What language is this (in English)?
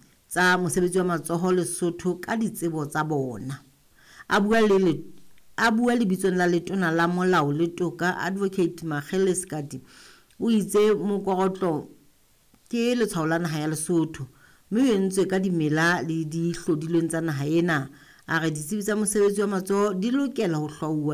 Southern Sotho